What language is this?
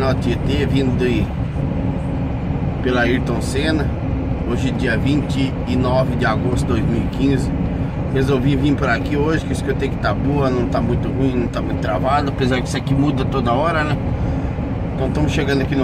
Portuguese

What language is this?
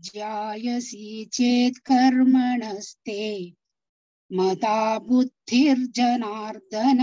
Sanskrit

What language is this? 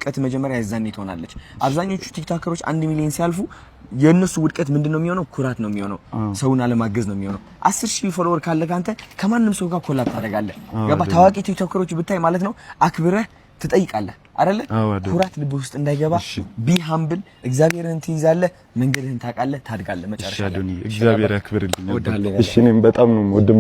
Amharic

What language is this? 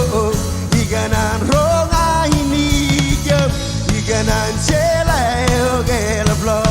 Marshallese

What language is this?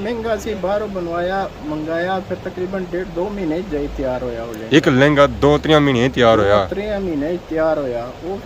Pahari-Potwari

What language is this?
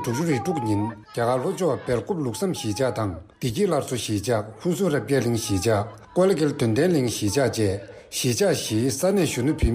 Tibetan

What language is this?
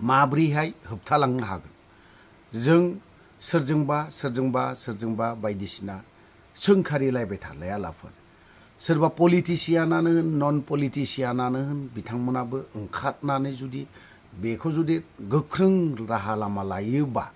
Bodo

